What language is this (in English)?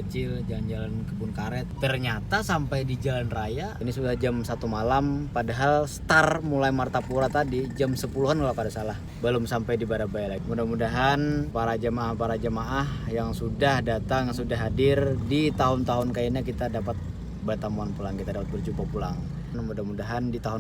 Banjar